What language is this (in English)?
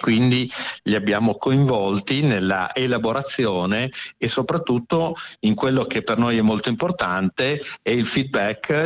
Italian